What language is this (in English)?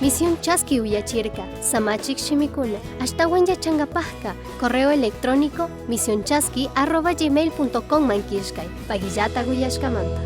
Chimborazo Highland Quichua